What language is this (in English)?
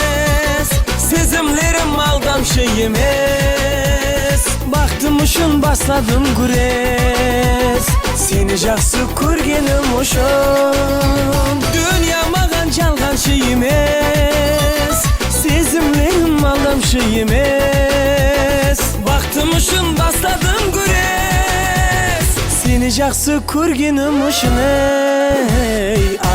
Kara-Kalpak